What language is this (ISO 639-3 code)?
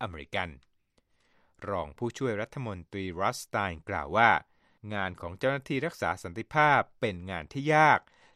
tha